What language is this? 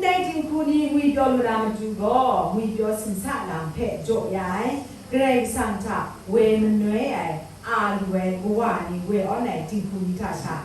Kachin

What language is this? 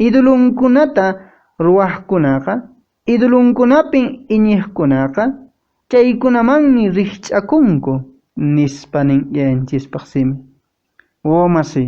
Quechua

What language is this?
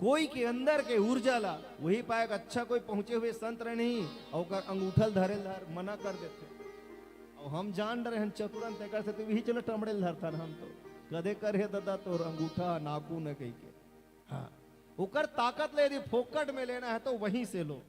Chhattisgarhi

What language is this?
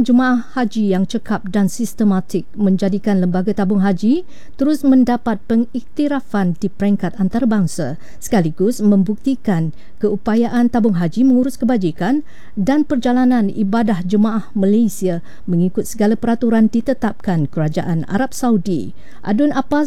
Malay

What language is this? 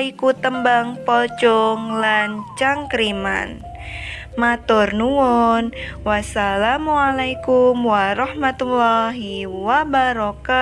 Javanese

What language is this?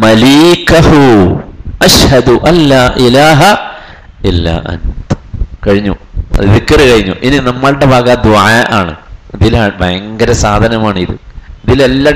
Malayalam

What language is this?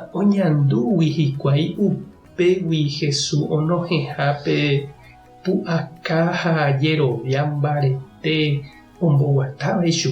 Guarani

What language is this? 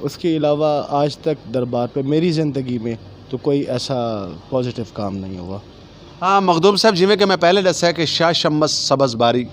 Saraiki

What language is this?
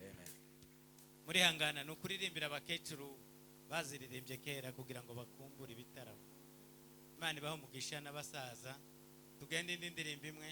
Kinyarwanda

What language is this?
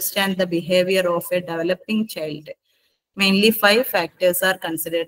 Malayalam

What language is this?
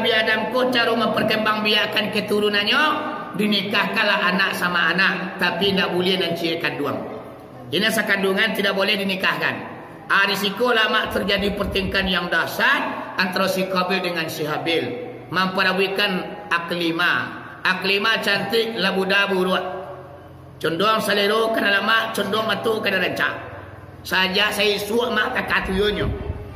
Minangkabau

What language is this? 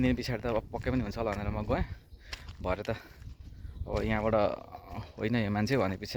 Nepali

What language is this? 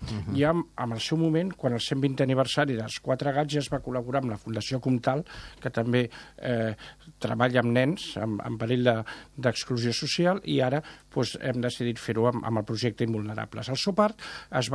Catalan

